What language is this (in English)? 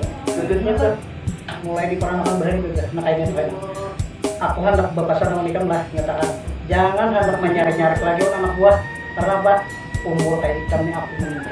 Banjar